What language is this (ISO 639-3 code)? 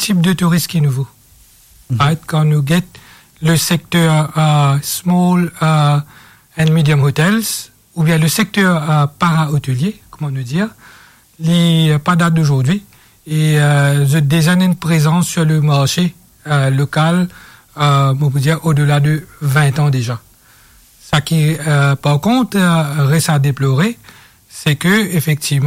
mfe